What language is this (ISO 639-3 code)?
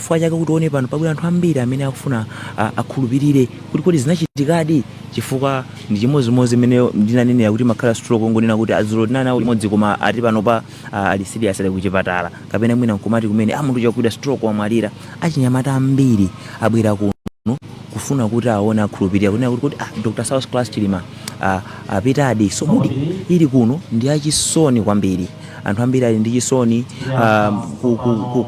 nya